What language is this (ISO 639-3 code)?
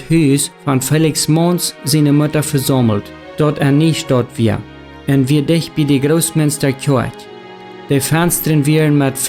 pdt